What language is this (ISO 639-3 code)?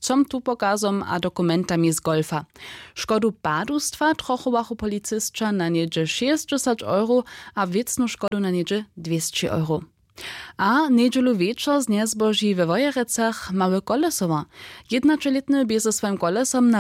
hsb